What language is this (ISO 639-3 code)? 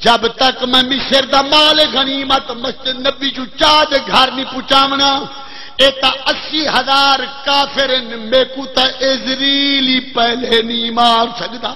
skr